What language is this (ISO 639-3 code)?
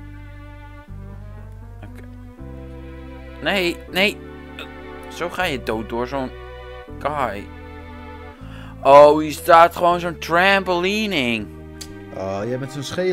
nld